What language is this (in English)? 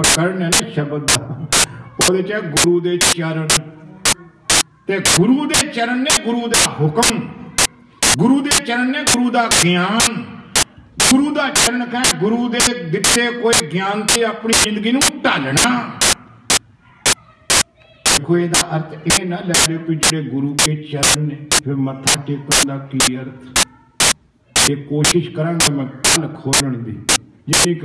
Punjabi